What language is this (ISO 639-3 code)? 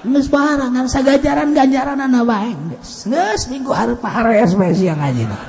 sun